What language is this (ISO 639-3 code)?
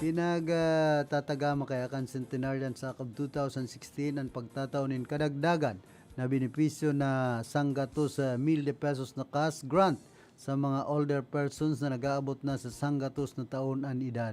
bik